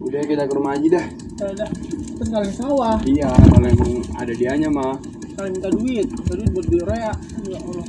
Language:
Betawi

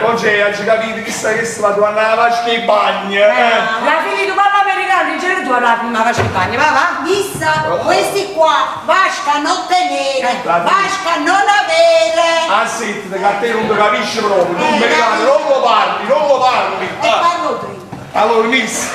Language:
Neapolitan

